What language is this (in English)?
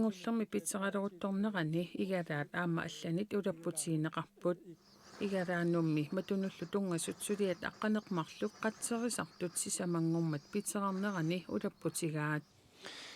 Kalaallisut